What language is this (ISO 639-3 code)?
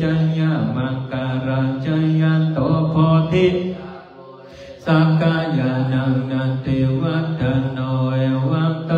pli